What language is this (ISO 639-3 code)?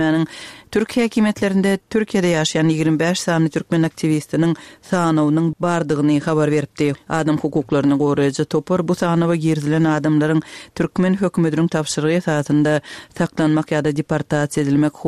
tuk